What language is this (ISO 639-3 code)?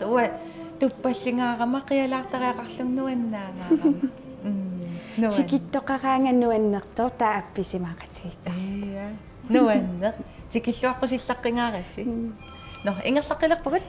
kal